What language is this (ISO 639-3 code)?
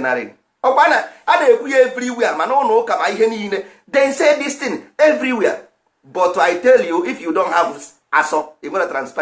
ibo